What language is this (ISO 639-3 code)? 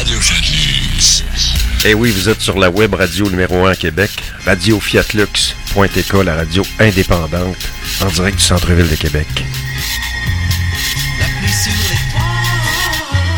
fra